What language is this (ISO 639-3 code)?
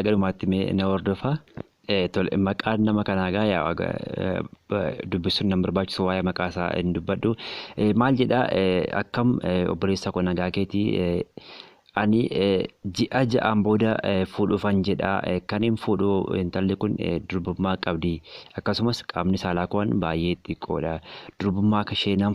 orm